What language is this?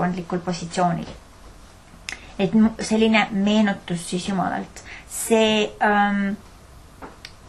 Estonian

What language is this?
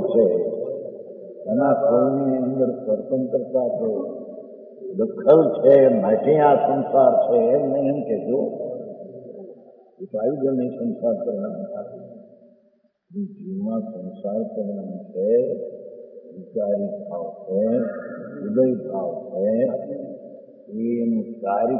Gujarati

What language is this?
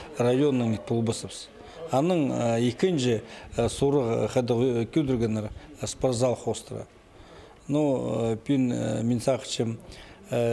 Khakas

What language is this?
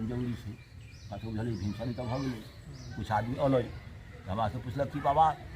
Maithili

